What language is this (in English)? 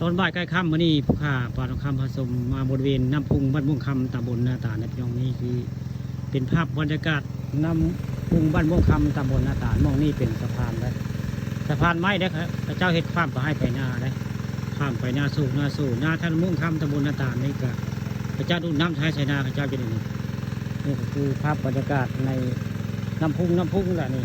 Northeastern Thai